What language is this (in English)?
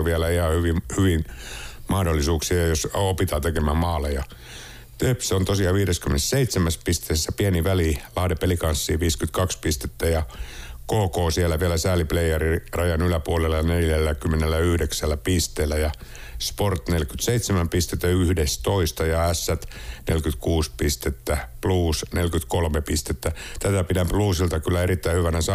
Finnish